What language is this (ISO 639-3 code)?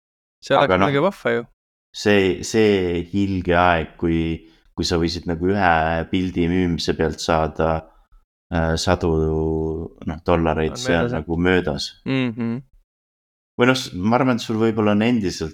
est